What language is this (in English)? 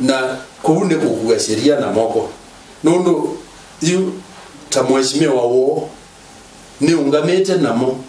Kamba